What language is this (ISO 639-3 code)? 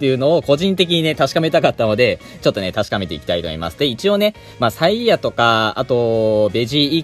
jpn